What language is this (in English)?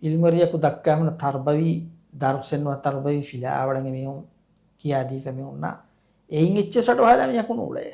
Divehi